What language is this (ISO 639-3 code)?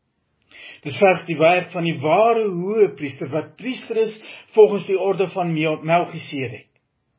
afr